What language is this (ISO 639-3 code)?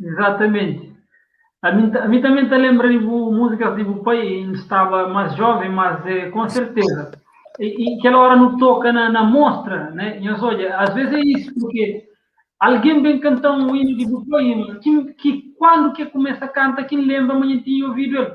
kea